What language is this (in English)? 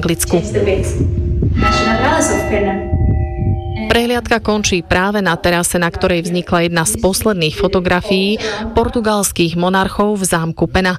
Slovak